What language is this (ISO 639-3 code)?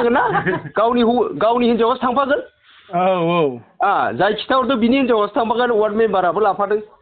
brx